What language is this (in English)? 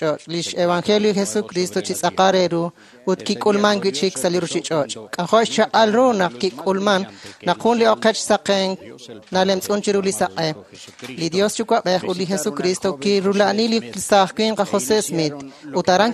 Kekchí